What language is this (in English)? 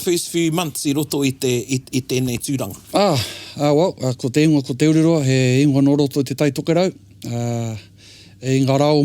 Māori